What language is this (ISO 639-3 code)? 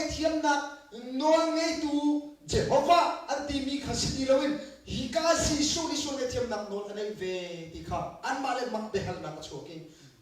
cnh